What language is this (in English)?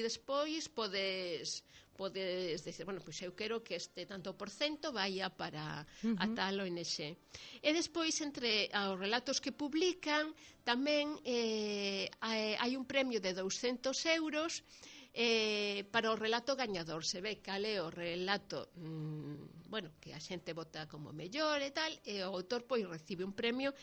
Galician